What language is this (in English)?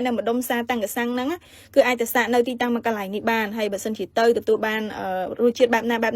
Khmer